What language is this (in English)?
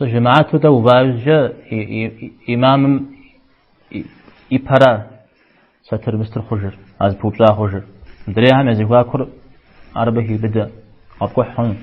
Kabardian